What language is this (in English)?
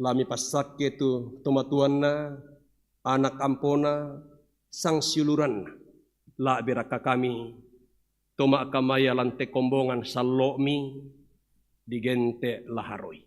Toraja-Sa'dan